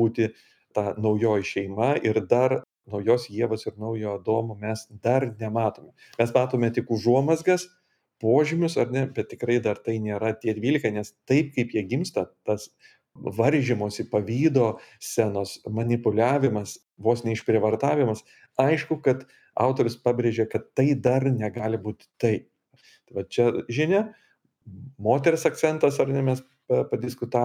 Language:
Lithuanian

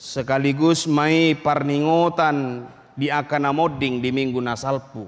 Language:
Batak Toba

